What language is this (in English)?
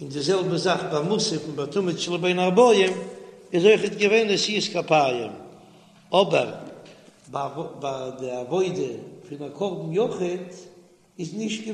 Yiddish